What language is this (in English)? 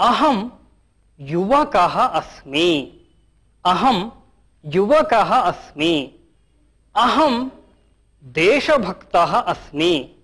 Sanskrit